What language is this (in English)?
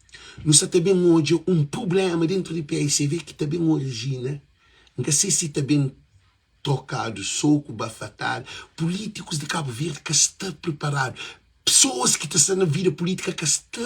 Kabuverdianu